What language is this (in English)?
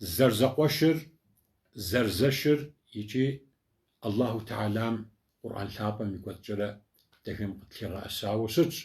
Kabardian